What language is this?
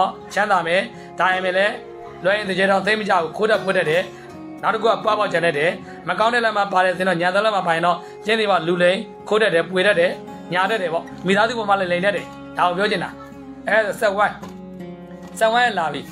Burmese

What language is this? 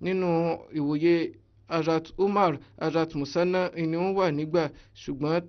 Yoruba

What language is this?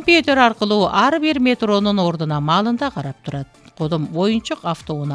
Kyrgyz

